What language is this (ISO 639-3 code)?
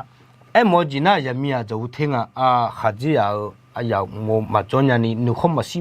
ahk